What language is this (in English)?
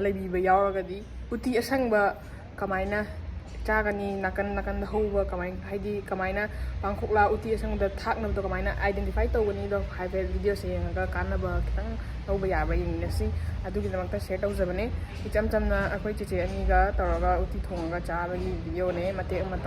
Manipuri